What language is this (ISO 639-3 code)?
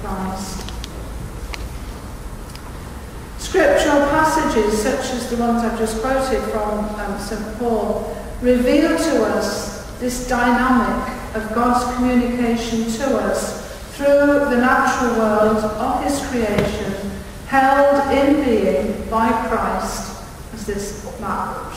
eng